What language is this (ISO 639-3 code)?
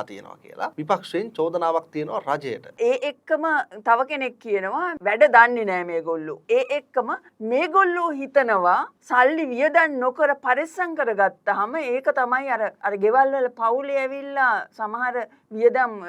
sin